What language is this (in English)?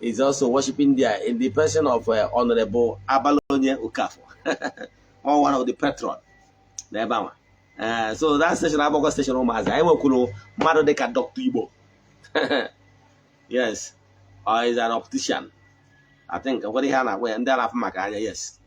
Igbo